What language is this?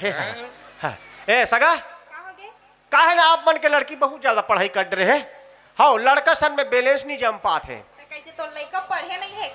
Chhattisgarhi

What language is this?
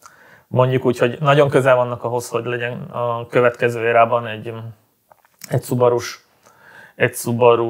Hungarian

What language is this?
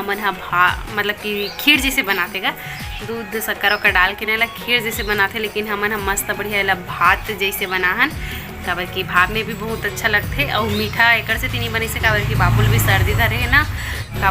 Chhattisgarhi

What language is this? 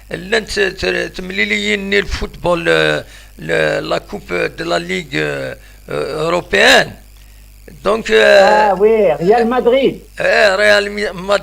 Kabyle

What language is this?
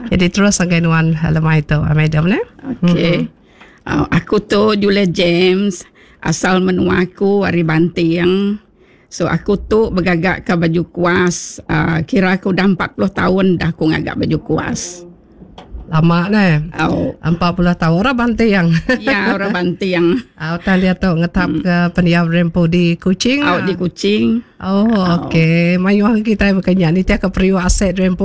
Iban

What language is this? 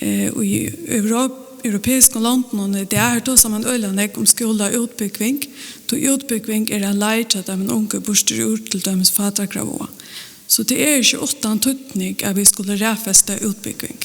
Faroese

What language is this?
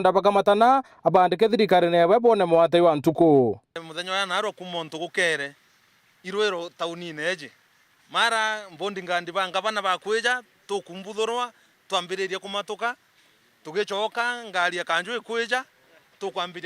Meru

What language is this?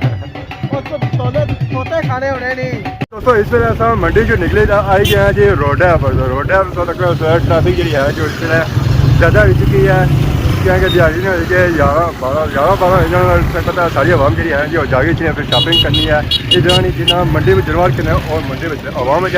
Pahari-Potwari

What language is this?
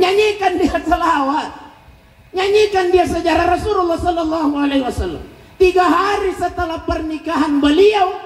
Buginese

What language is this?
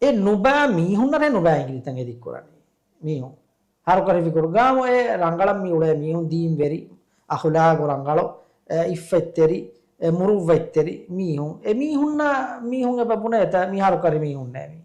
Divehi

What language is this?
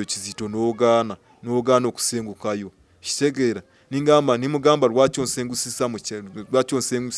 Ganda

